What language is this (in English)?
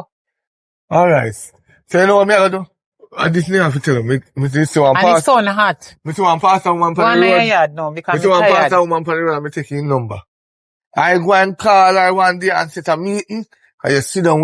Jamaican Creole English